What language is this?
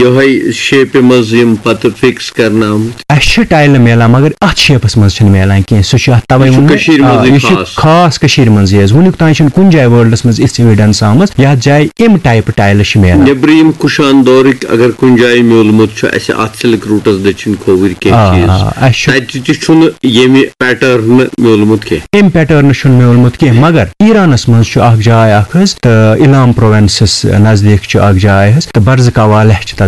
Kashmiri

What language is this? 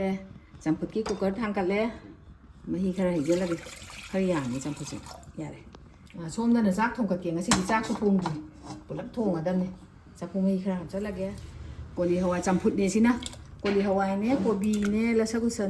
Manipuri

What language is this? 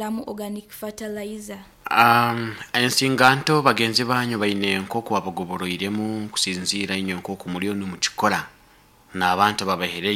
Nyoro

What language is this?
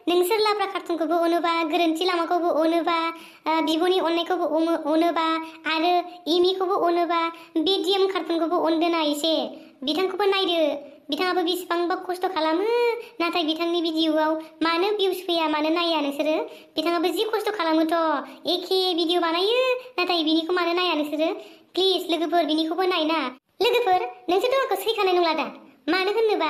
Bodo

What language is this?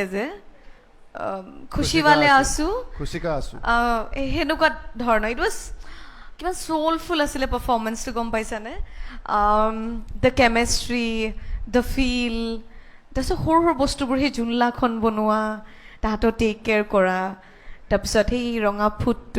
Assamese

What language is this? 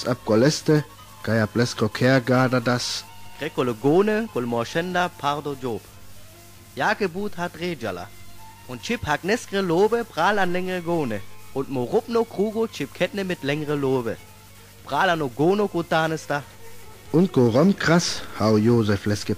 Sinte Romani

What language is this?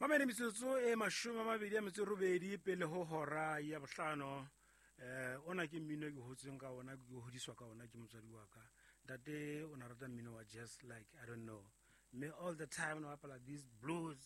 Southern Sotho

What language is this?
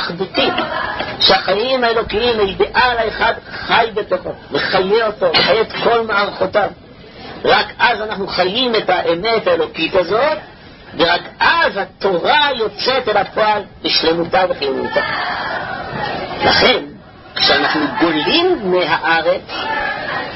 Hebrew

